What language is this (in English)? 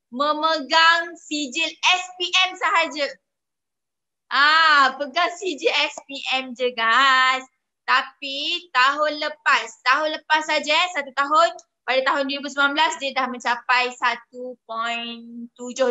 Malay